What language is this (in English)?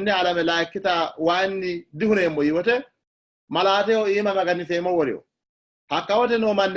Sidamo